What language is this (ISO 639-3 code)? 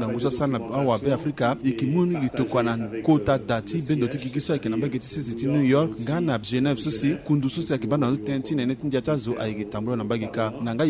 sag